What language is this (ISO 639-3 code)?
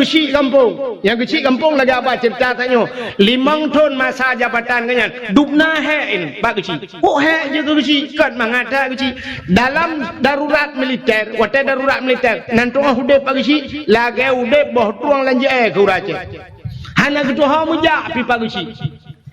ace